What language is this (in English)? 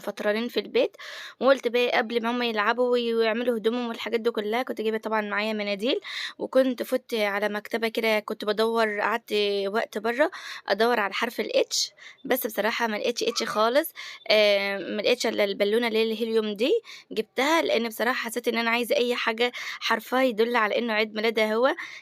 Egyptian Arabic